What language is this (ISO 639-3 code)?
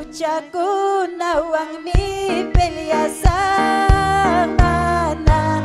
quy